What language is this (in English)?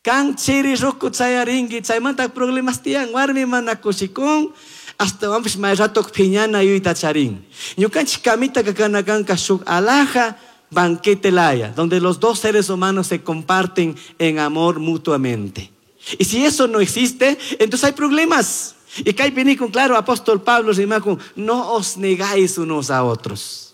Chimborazo Highland Quichua